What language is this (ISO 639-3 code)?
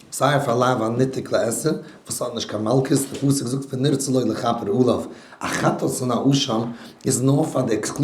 yid